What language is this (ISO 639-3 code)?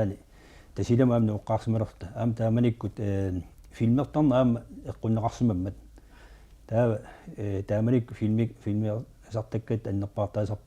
kal